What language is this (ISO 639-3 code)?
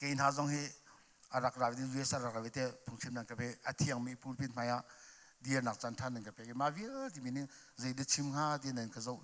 cnh